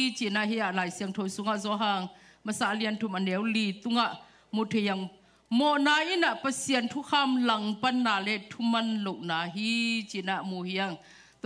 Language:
Tedim Chin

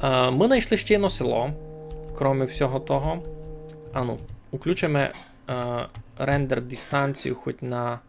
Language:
Rusyn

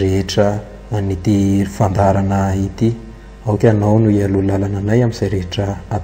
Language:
Malagasy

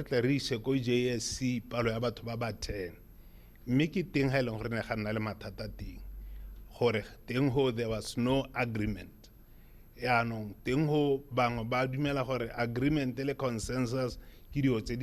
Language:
Tswana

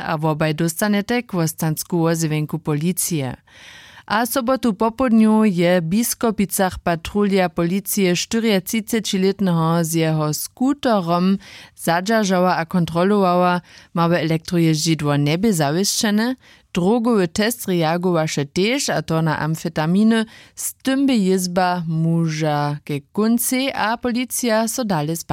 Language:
Upper Sorbian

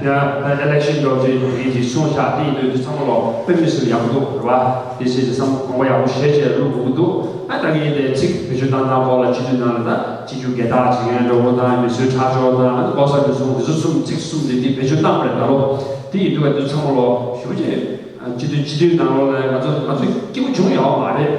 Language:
Tibetan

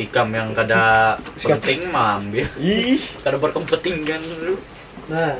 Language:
Banjar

